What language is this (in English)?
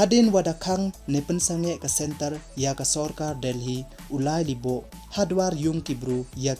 Pnar